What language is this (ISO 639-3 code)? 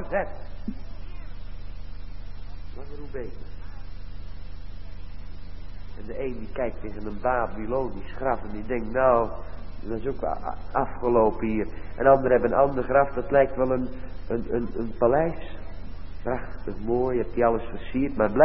nld